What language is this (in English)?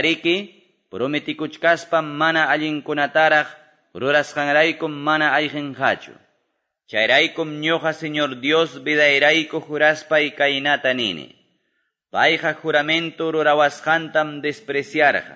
Quechua